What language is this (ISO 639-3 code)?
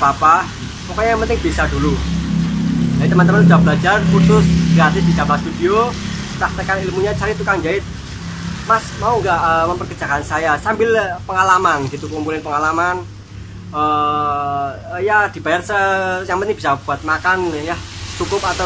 ind